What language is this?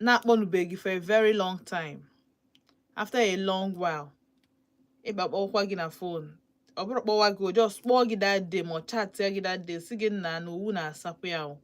Igbo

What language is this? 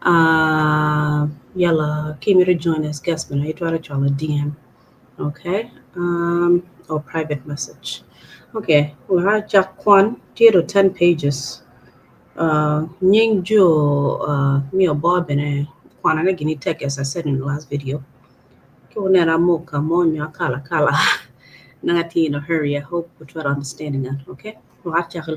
Acoli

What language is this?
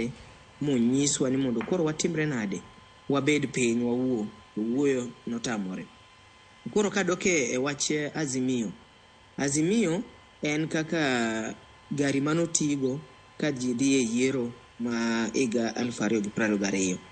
Luo (Kenya and Tanzania)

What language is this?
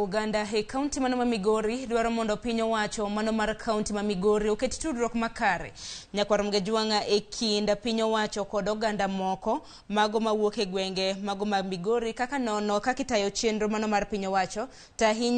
Luo (Kenya and Tanzania)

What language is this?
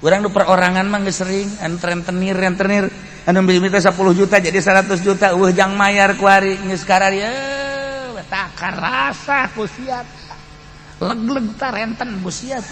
Sundanese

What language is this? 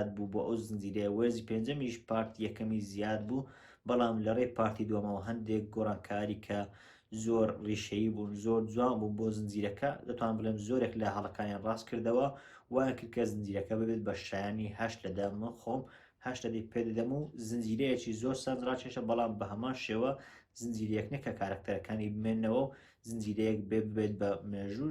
Central Kurdish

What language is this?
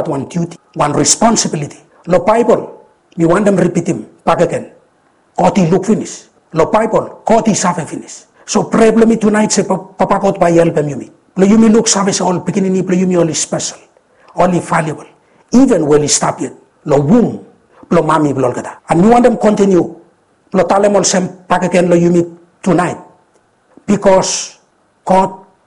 Bislama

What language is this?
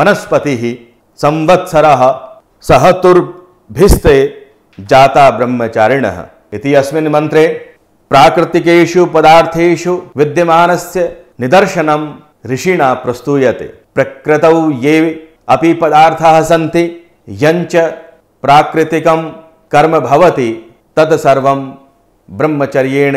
Sanskrit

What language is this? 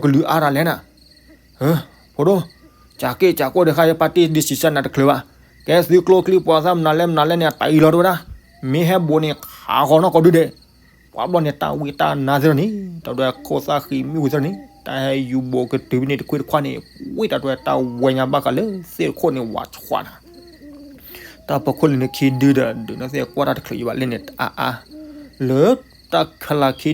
S'gaw Karen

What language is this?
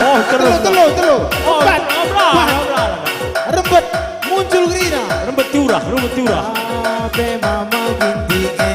Batak Karo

